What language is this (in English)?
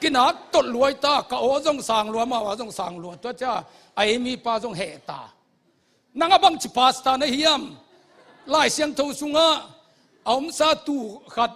Tedim Chin